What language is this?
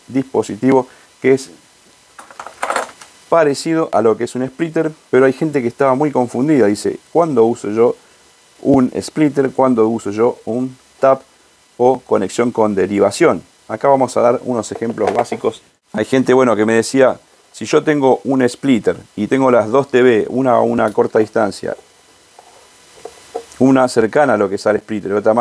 Spanish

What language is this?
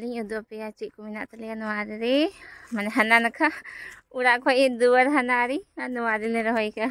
Santali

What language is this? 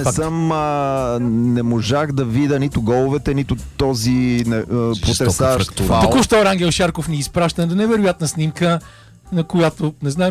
Bulgarian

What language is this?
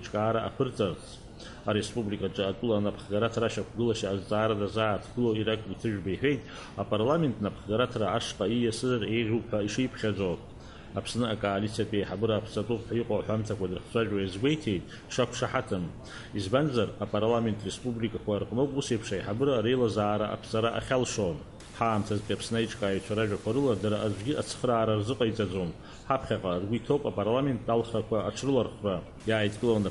Abkhazian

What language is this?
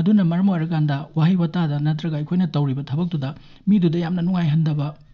Manipuri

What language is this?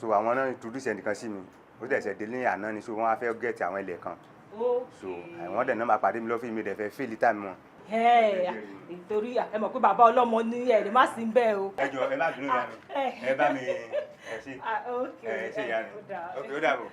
Yoruba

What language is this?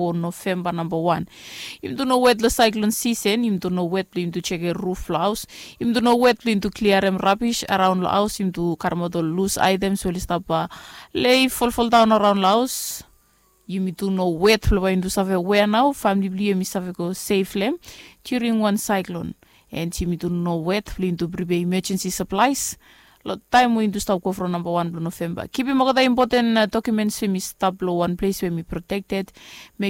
Bislama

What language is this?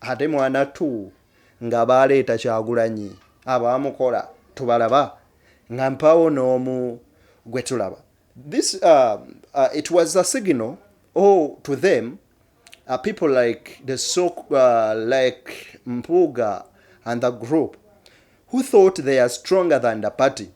Ganda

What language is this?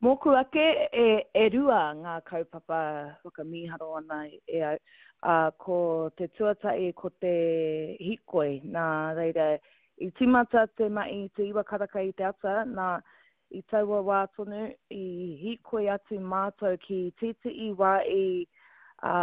Māori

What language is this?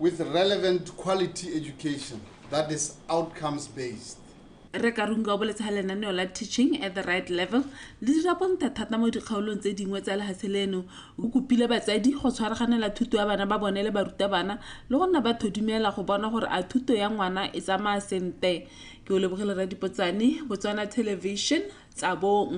Tswana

